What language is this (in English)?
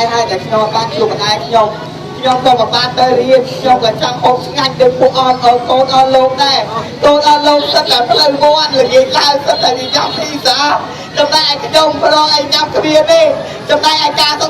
Khmer